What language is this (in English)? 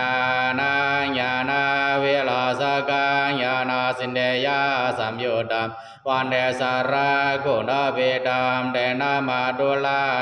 Pali